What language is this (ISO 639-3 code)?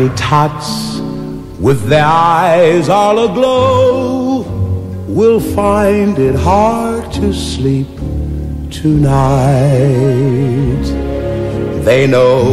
eng